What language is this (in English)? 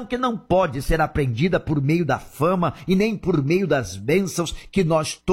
Portuguese